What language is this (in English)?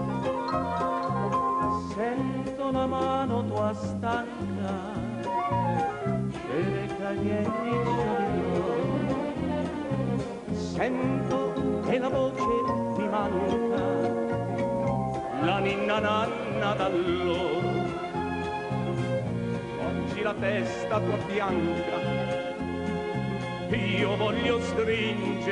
Italian